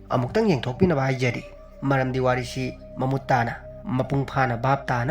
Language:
Manipuri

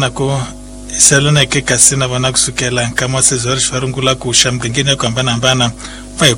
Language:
Tsonga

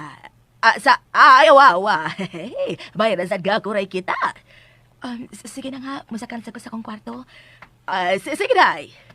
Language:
Cebuano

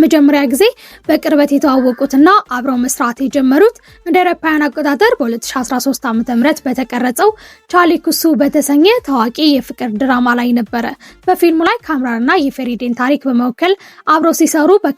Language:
Amharic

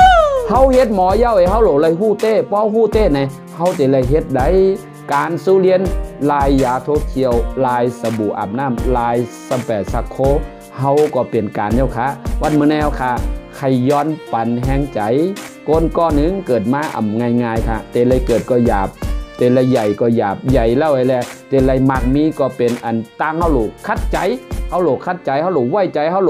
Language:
Shan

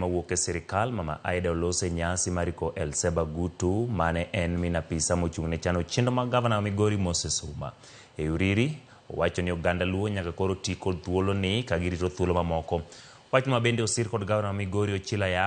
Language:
Luo (Kenya and Tanzania)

